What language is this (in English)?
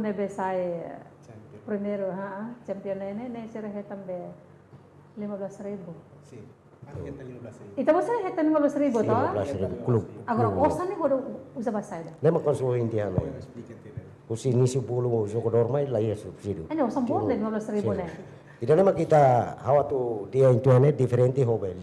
Tetum